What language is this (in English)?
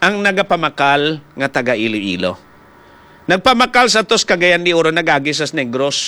Hiligaynon